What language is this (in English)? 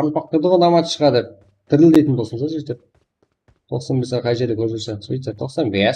Kara-Kalpak